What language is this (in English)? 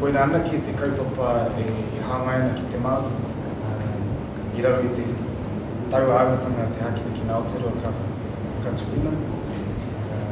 Māori